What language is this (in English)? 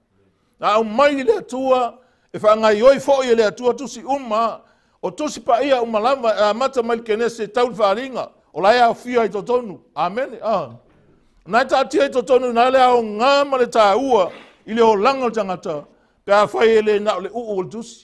Samoan